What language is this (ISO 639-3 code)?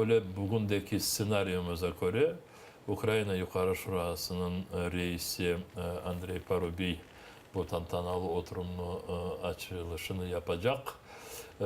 crh